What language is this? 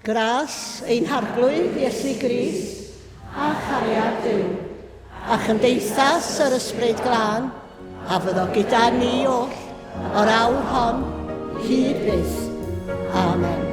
Welsh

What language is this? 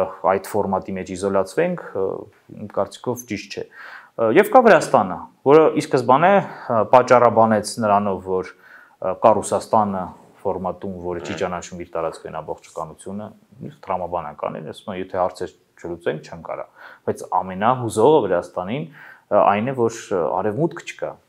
Armenian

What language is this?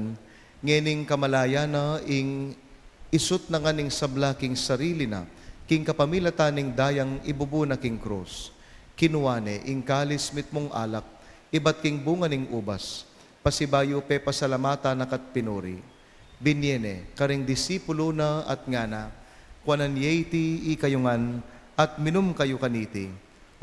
Pampanga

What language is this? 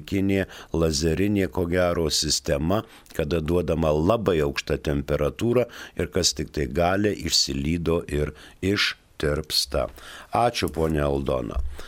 Lithuanian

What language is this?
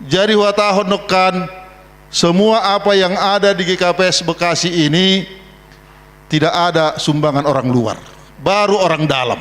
Batak Simalungun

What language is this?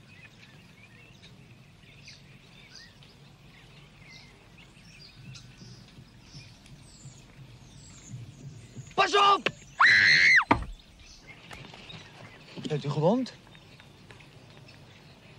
Dutch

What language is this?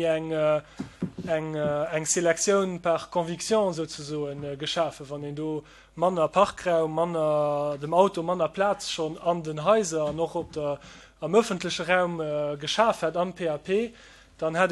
Luxembourgish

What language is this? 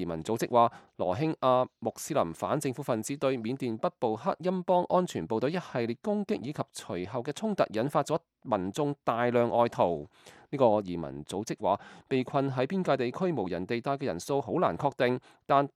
Cantonese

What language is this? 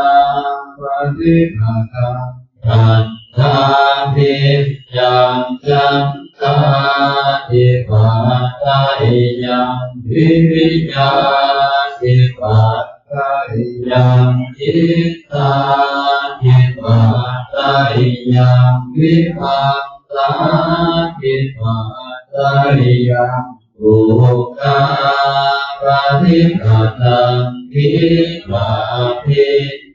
Pali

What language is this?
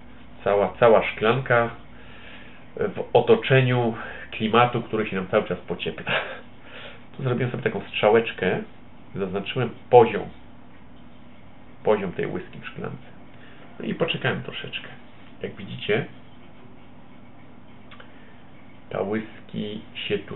Polish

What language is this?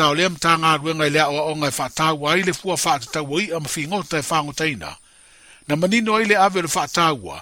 Samoan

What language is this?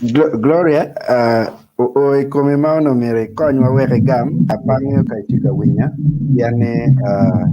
Acoli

